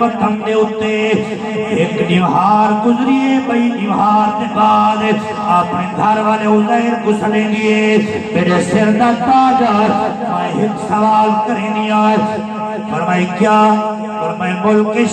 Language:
Saraiki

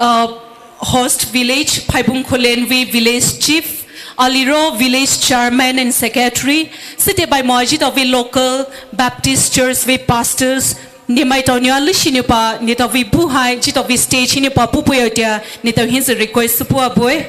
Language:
Poumei Naga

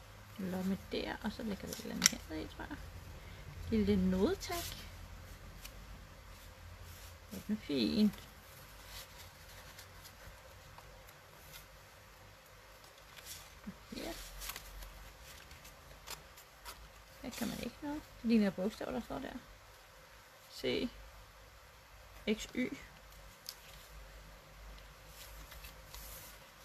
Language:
Danish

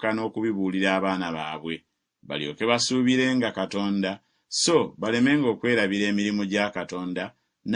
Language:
Ganda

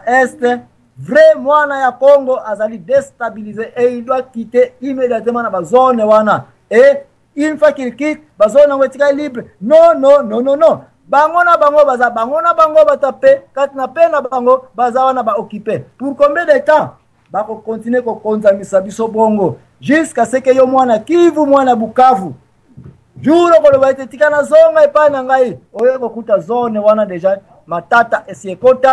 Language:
Lingala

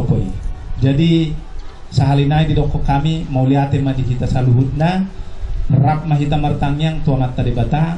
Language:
Batak Toba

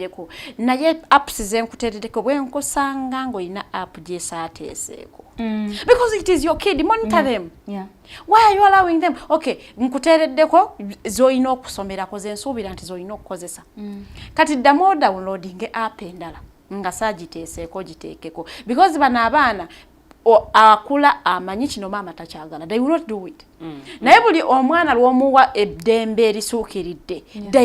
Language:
Ganda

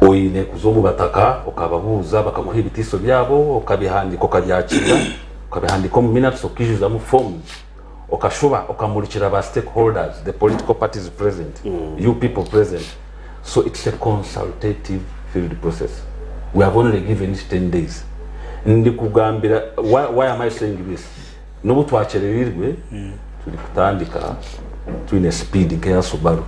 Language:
Nyankole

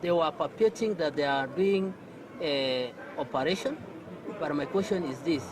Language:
Meru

